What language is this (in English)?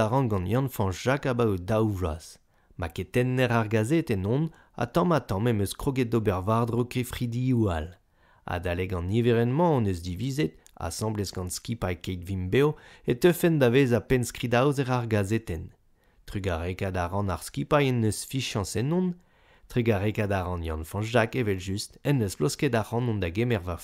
Breton